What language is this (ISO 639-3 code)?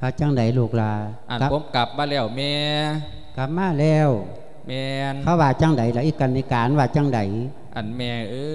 lao